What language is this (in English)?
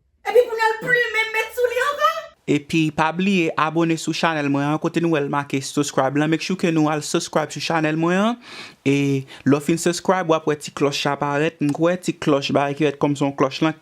Haitian Creole